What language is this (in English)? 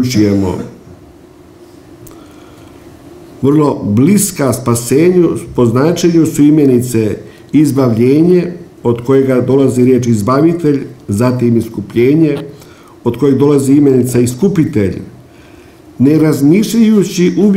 Croatian